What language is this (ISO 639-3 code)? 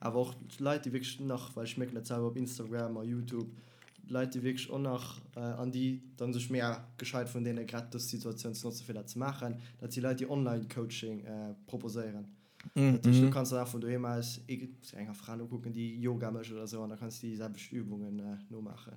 ltz